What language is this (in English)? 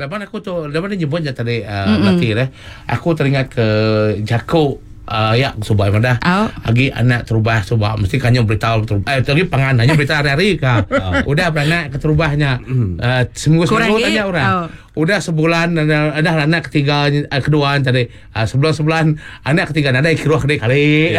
Iban